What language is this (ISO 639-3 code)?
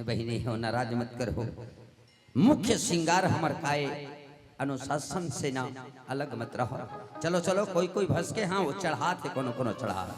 hne